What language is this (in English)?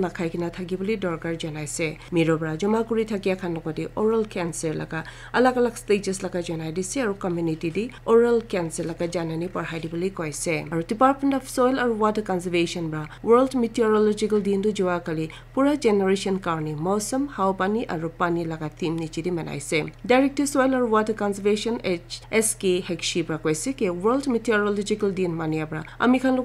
Naga Pidgin